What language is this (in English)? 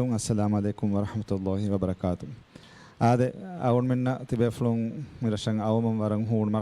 Divehi